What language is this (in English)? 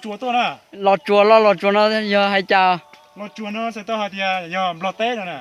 Hmong